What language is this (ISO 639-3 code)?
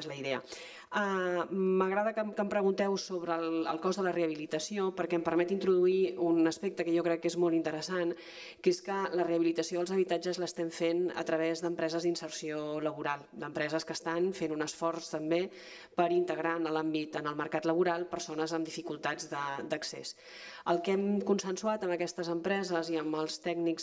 cat